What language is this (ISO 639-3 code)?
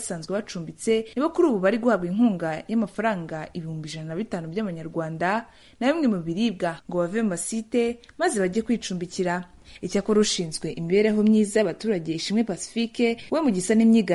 kin